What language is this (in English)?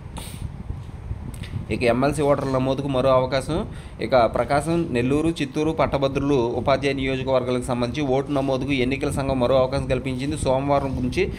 Telugu